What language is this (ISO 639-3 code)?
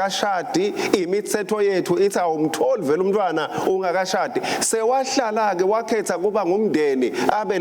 ssw